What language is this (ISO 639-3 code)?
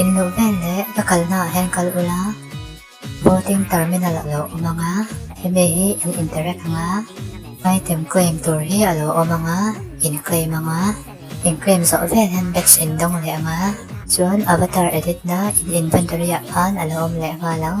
lus